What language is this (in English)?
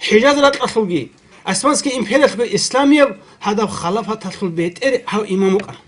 Avaric